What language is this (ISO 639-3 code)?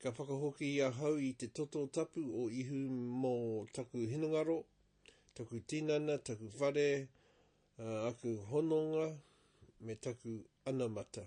mri